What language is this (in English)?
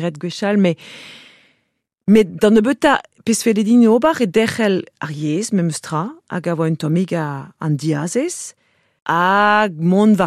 Breton